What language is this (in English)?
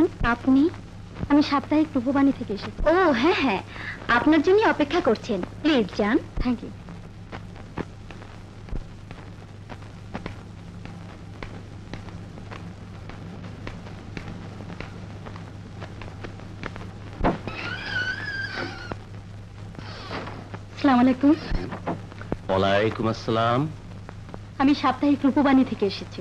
Bangla